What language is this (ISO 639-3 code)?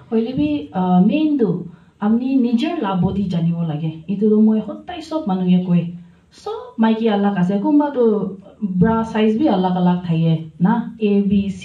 nag